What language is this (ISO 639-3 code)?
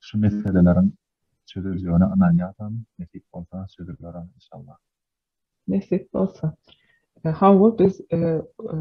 tuk